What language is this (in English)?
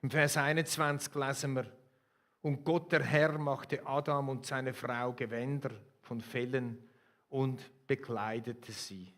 Swiss German